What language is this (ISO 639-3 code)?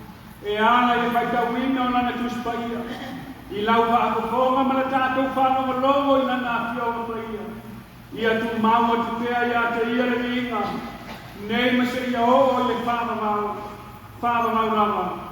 smo